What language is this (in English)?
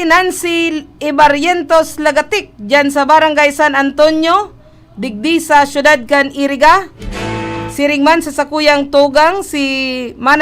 Bikol